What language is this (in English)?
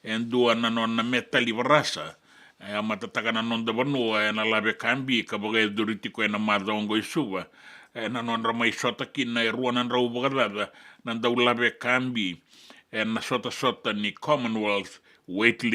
Fijian